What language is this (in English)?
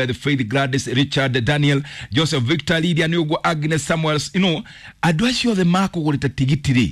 Kikuyu